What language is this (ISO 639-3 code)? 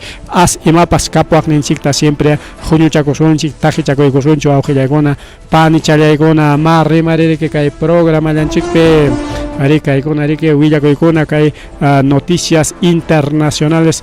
quy